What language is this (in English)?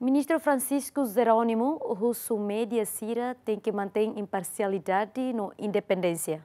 Tetum